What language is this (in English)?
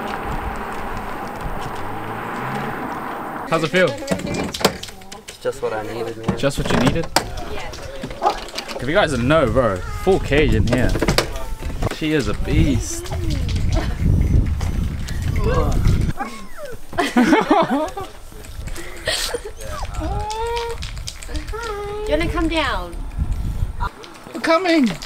English